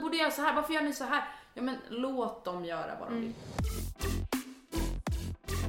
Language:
Swedish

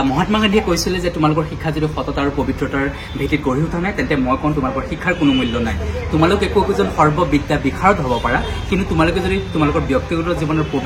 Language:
Assamese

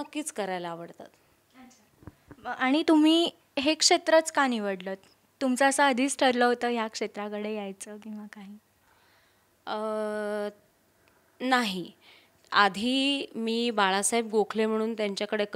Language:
Marathi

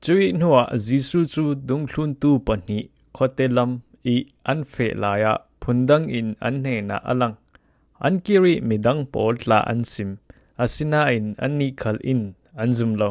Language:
Falam Chin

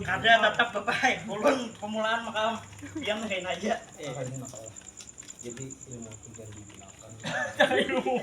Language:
Banjar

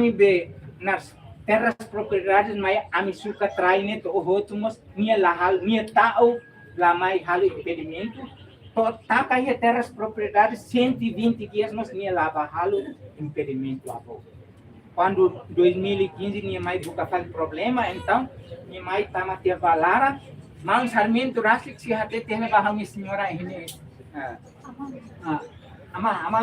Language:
Tetum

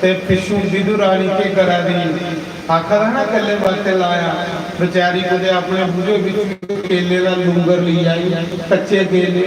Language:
Dogri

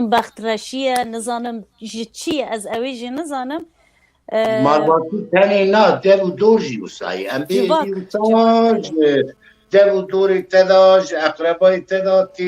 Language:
Kurdish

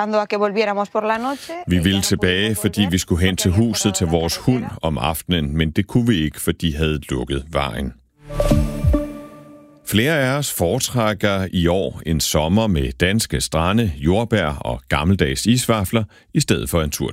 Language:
Danish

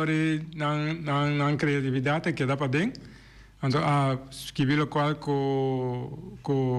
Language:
Papiamento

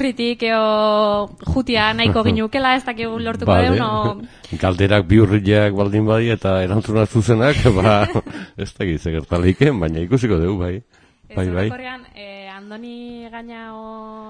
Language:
Basque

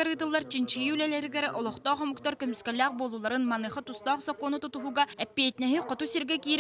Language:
Yakut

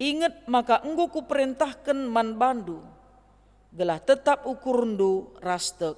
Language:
Batak Karo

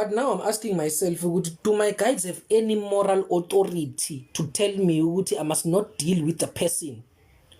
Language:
Zulu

